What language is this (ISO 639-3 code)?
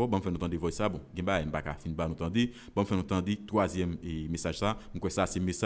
hat